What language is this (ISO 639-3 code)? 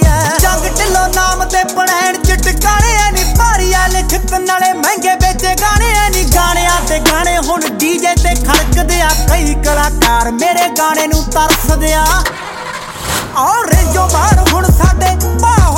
pan